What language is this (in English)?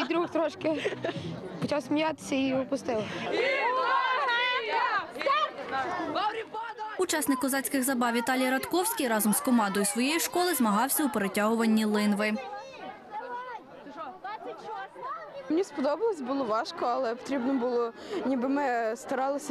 Ukrainian